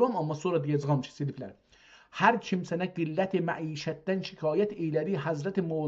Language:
South Azerbaijani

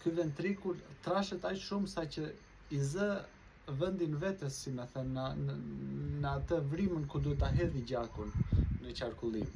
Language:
Albanian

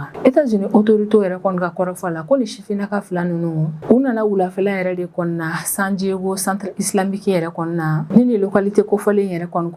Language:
Bambara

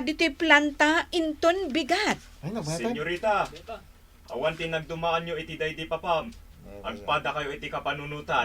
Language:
Iloko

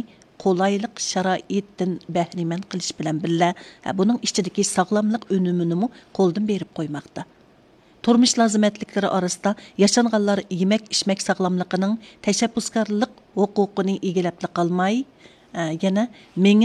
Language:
Uyghur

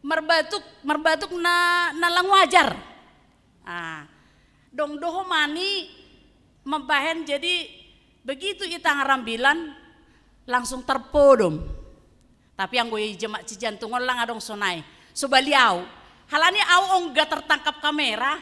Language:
Batak Simalungun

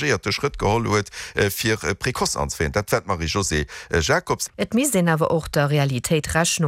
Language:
Luxembourgish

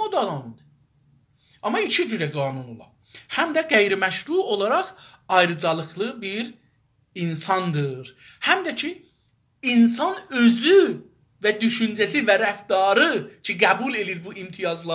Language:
South Azerbaijani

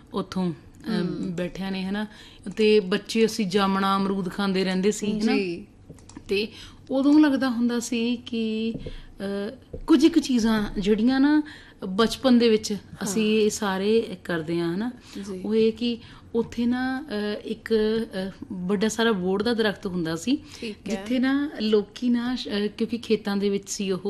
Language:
Punjabi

